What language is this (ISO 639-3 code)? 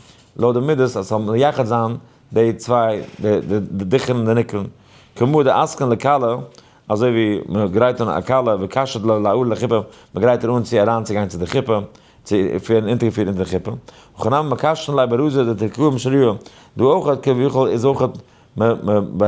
yid